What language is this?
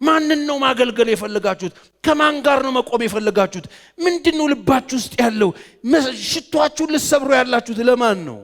Amharic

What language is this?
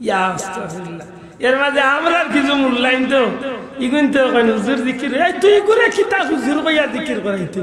Sylheti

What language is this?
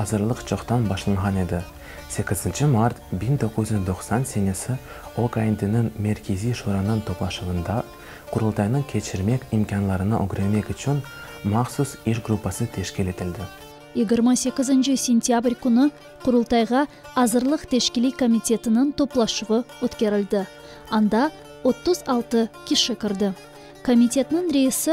Crimean Tatar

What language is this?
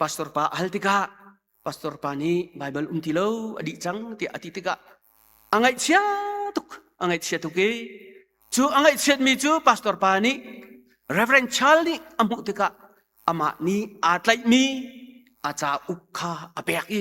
Hakha Chin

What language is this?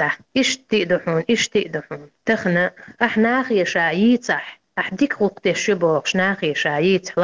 Chechen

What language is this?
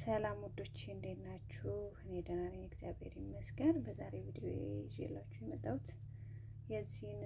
Amharic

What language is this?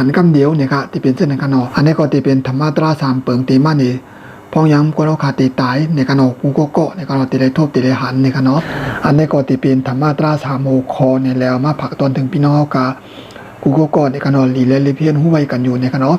Shan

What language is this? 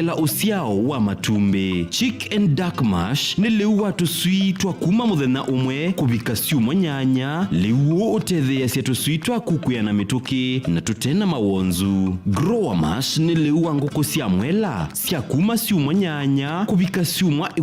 Kamba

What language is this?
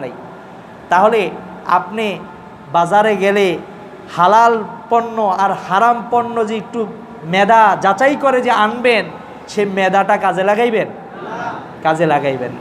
Bangla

